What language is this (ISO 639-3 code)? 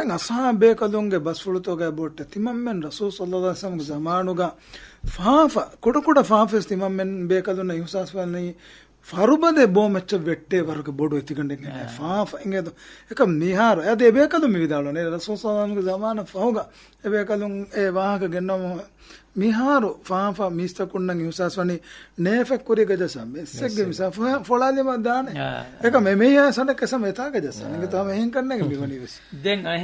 div